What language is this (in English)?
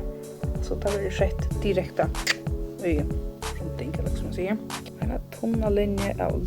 Faroese